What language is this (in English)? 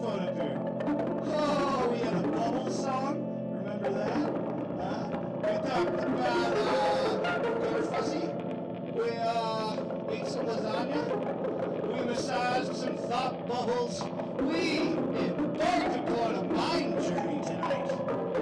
English